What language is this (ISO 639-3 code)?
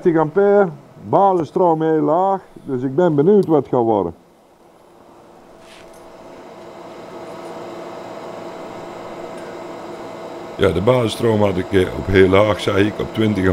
nld